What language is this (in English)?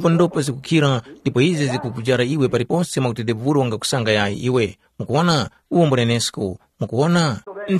Tumbuka